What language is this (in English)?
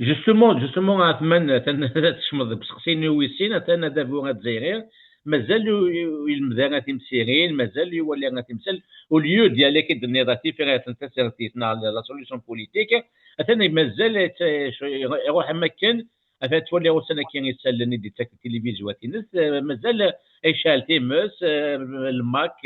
Kabyle